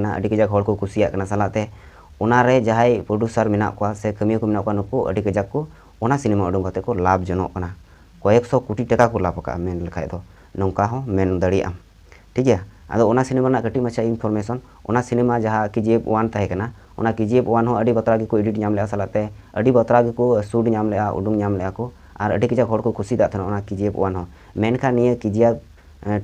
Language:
Santali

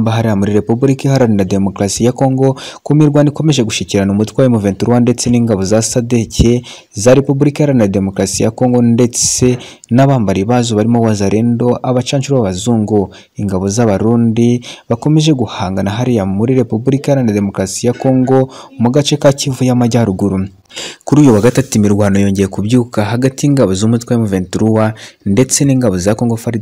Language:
Kinyarwanda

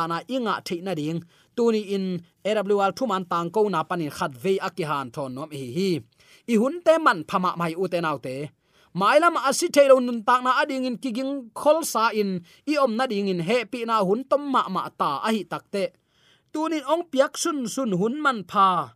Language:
Tedim Chin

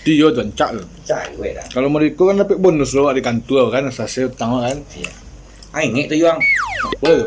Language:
Minangkabau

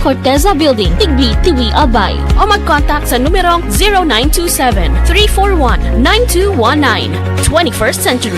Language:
Bikol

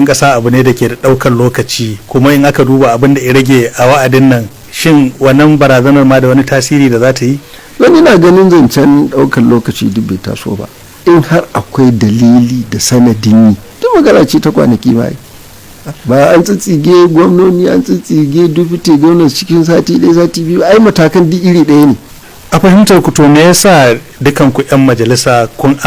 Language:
Hausa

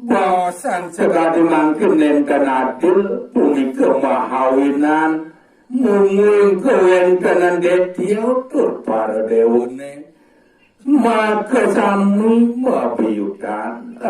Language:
Balinese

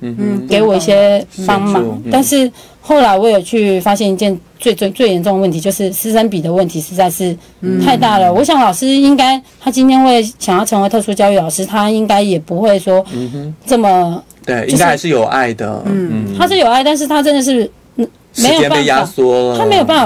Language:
Chinese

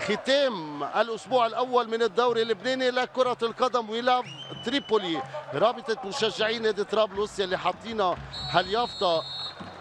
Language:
North Levantine Arabic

